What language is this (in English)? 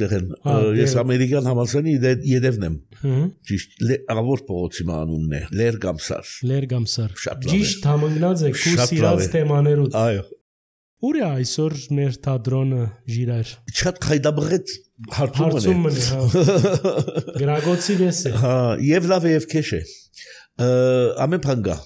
Armenian